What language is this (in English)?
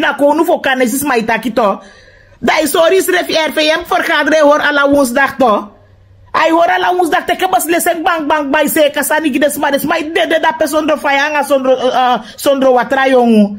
Sranan Tongo